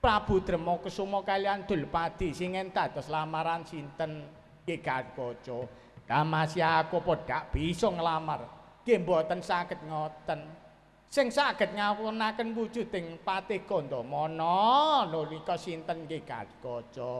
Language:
Javanese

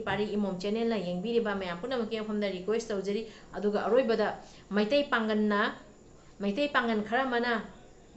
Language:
Manipuri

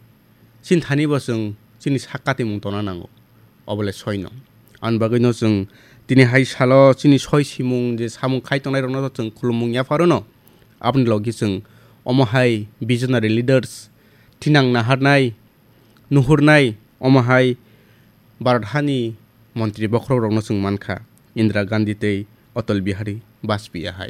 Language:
Kok Borok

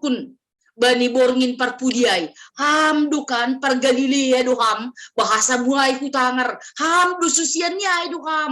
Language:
Batak Simalungun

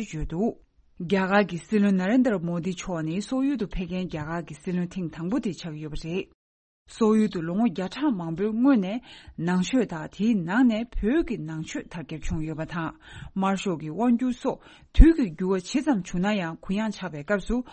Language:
Tibetan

